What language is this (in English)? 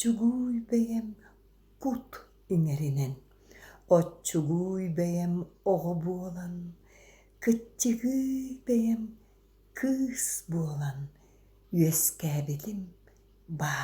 Yakut